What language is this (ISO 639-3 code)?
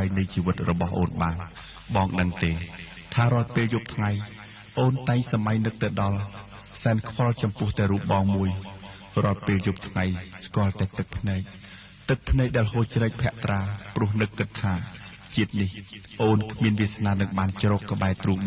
khm